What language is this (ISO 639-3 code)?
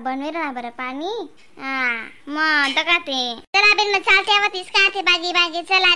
khn